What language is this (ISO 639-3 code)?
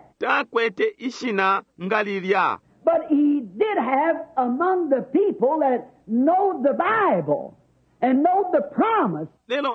bem